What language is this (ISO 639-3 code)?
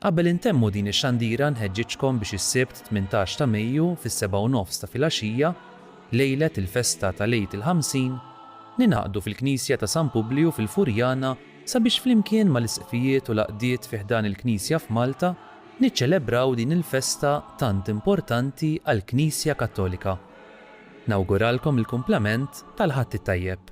mlt